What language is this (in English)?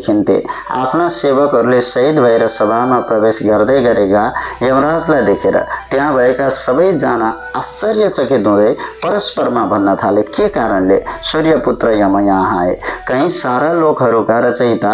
Nepali